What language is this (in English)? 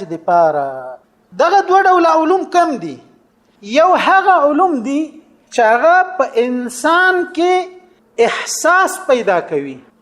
Pashto